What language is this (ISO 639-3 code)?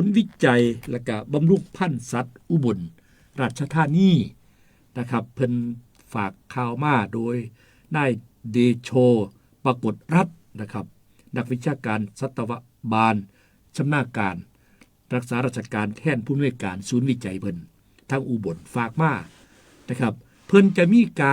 tts